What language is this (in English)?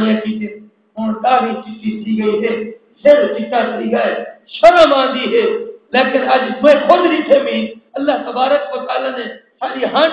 Saraiki